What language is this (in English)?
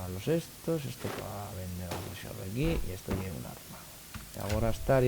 Asturian